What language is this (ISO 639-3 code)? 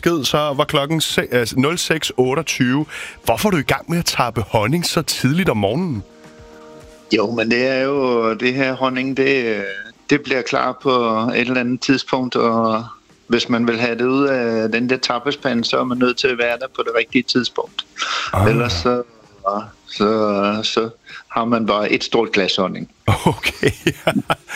dan